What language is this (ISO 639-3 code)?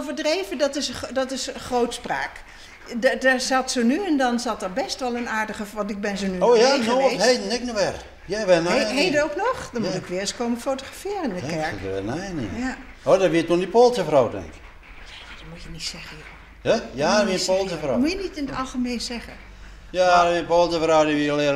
fry